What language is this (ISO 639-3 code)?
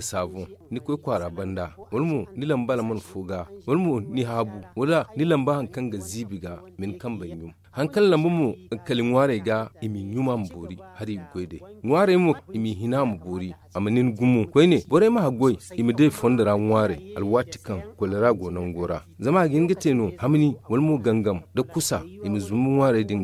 dje